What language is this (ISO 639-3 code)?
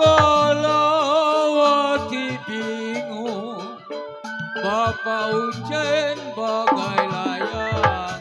bew